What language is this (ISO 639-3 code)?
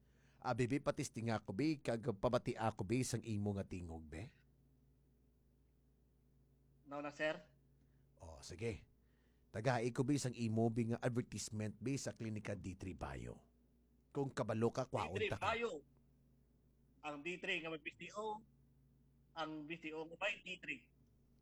hil